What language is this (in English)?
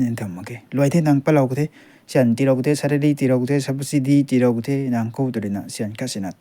Rongmei Naga